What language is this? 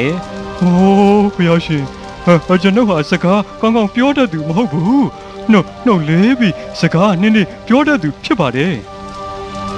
Burmese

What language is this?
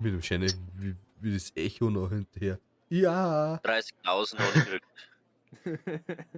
Bavarian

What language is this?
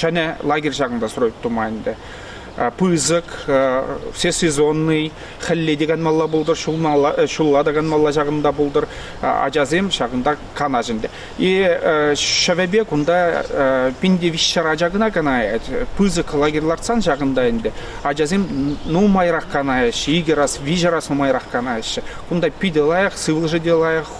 Chuvash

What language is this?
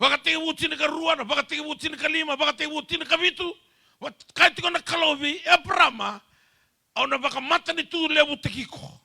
Fijian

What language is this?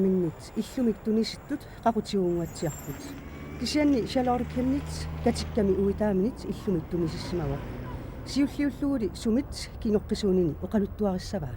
Kalaallisut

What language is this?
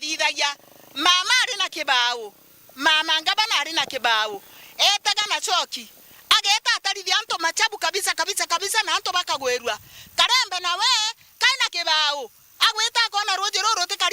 Meru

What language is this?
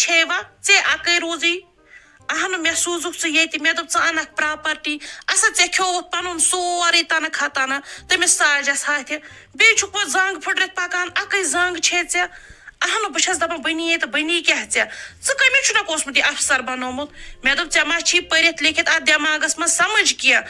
Kashmiri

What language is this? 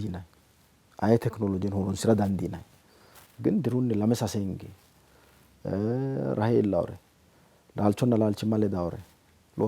Sidamo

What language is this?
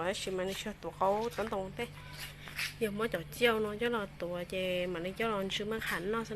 Hmong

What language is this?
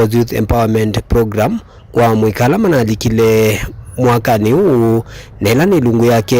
Kamba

